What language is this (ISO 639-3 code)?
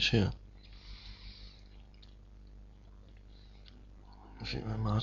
dan